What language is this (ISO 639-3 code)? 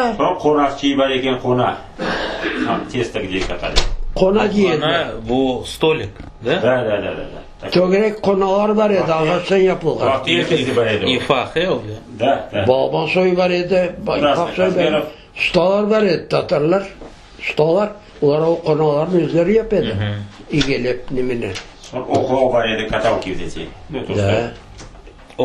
crh